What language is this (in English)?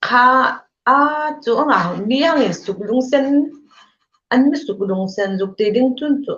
Hmar